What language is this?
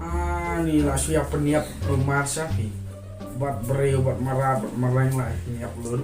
Khasi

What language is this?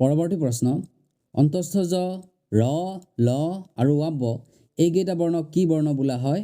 Assamese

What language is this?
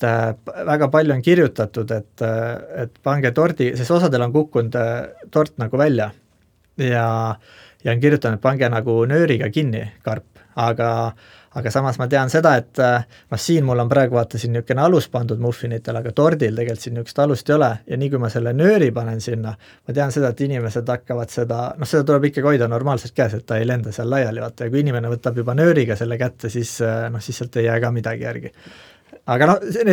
Estonian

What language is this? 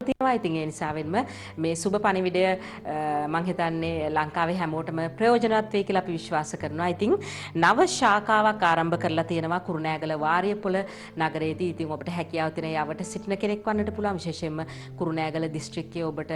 Sinhala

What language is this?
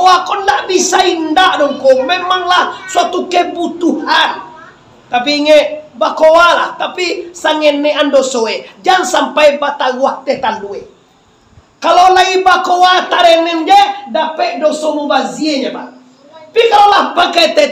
Minangkabau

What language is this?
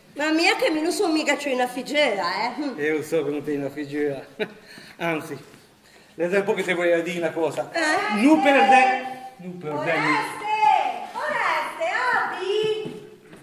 Italian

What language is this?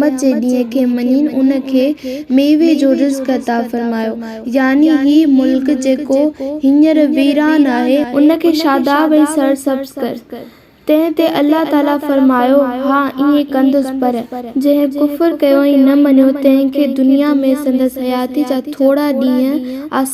Sindhi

